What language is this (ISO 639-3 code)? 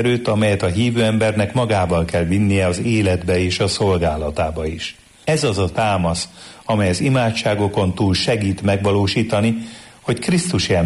hun